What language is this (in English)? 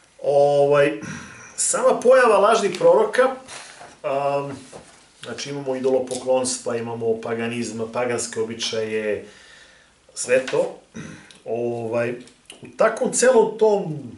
Serbian